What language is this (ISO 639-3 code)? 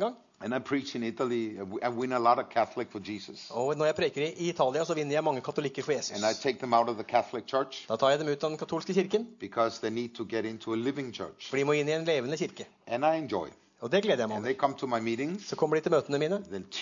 nor